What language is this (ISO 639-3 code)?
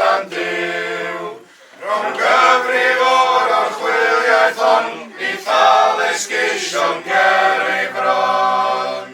cym